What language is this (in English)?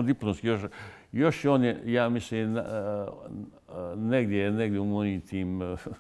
Bosnian